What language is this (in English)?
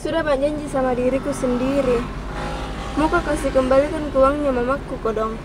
Makassar Malay